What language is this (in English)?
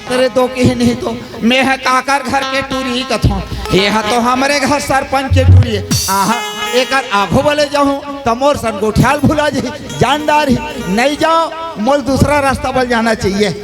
Chhattisgarhi